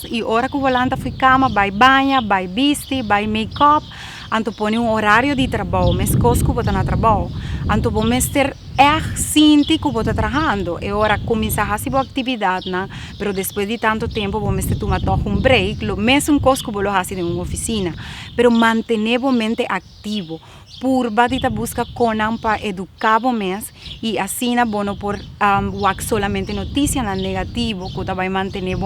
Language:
Papiamento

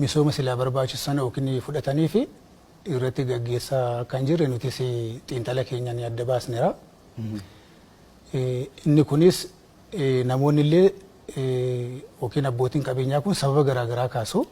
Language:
Oromo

